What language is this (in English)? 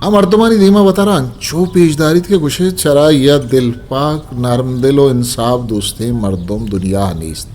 Eastern Balochi